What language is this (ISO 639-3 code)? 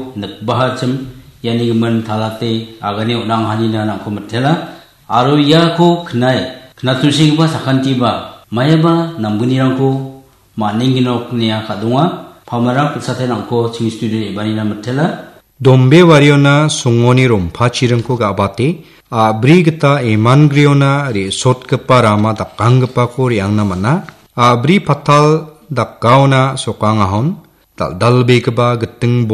grt